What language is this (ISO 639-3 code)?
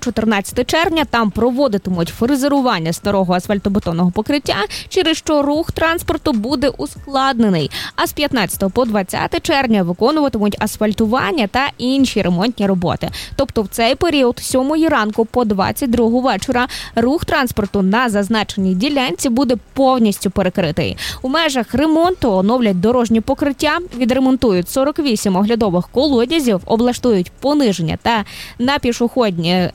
ukr